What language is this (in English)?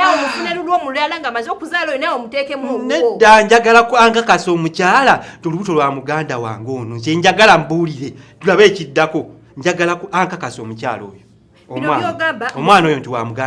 Ganda